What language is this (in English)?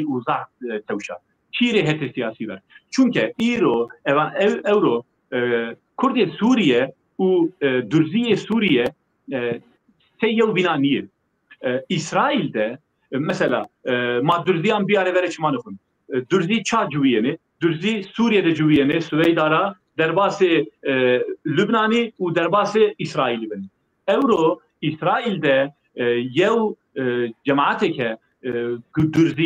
Zaza